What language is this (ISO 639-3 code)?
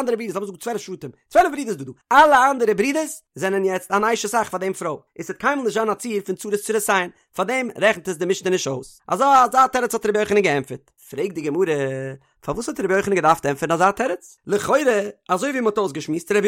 yid